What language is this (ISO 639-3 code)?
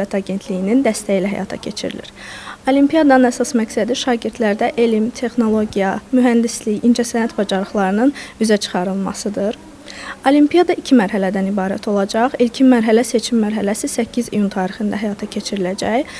aze